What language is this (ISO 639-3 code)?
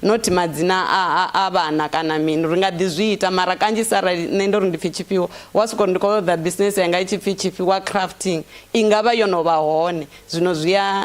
ven